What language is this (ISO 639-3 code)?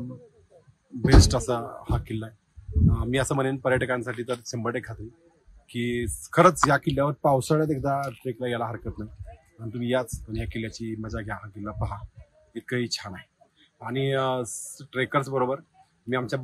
mar